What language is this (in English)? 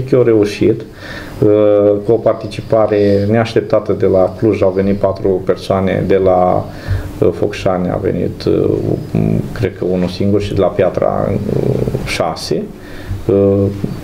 Romanian